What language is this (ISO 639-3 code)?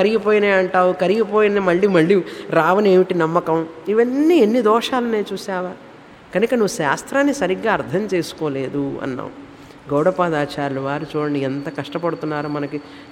tel